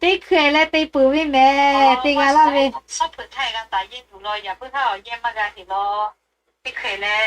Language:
Lahu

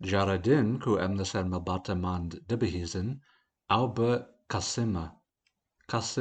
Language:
Kurdish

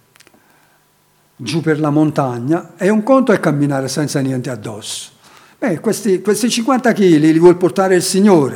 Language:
Italian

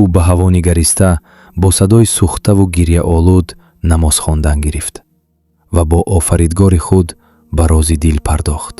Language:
Tajik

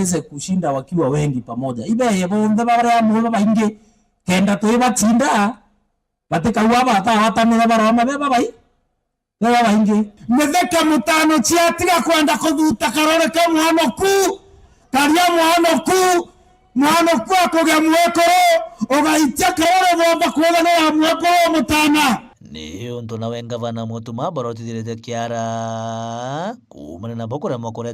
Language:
Meru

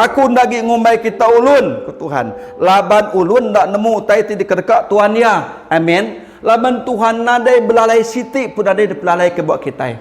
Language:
Iban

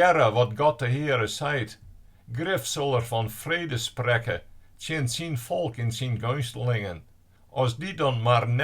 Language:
Western Frisian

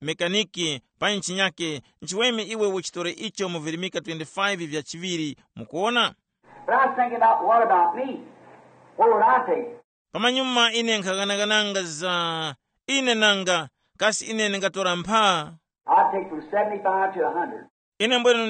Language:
Tumbuka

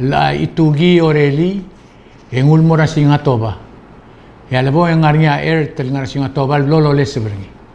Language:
Palauan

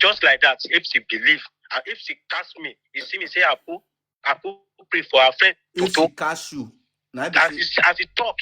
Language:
Nigerian Pidgin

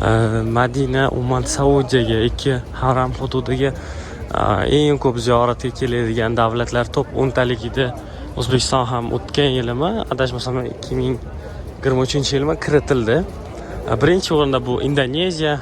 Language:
Uzbek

